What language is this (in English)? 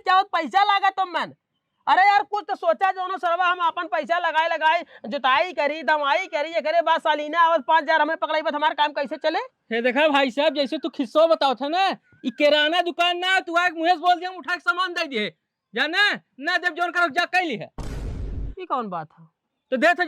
Awadhi